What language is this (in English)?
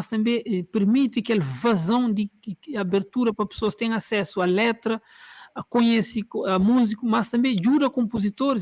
Kabuverdianu